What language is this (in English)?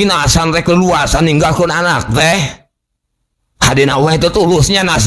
Sundanese